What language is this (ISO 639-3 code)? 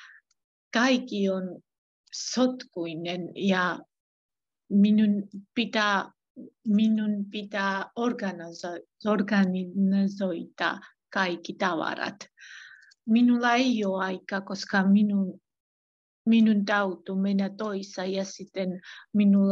fin